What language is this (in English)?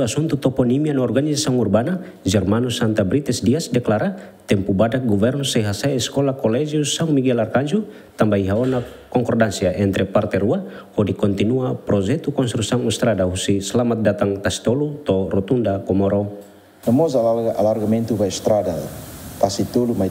Tetum